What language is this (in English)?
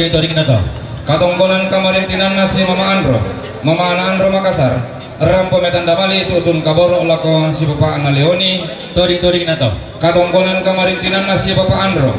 Toraja-Sa'dan